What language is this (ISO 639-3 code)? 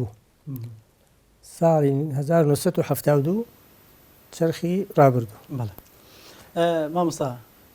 ckb